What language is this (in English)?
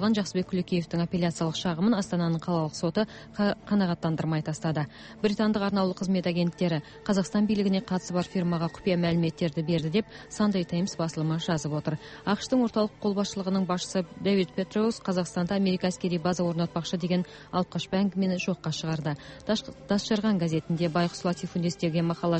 Kazakh